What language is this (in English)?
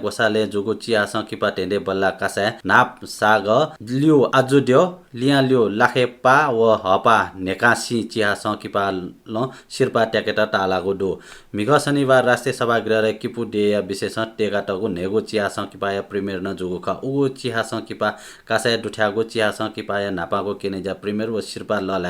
Newari